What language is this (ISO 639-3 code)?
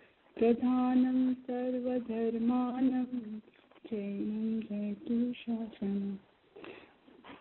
guj